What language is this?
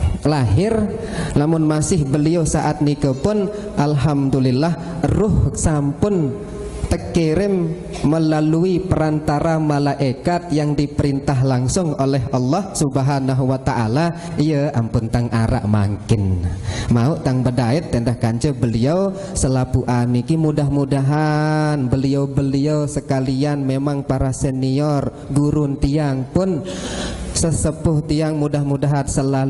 Sasak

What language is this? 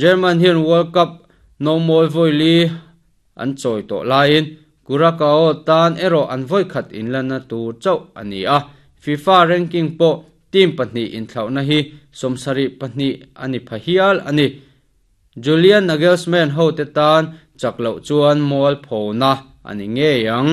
Mizo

